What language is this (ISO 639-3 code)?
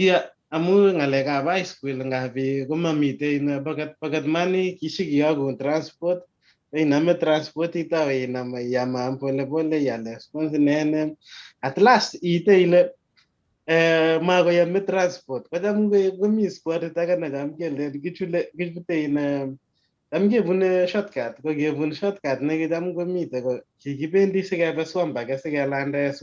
kln